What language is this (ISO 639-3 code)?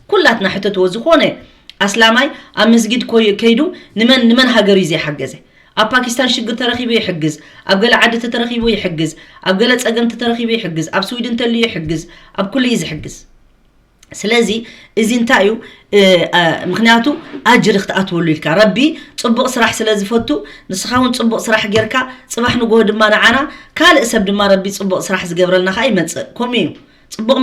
tir